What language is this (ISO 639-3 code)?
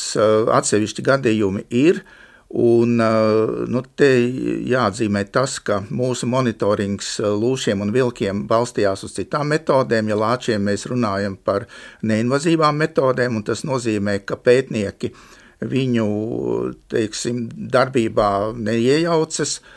lav